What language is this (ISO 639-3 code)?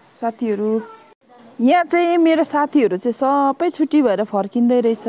nep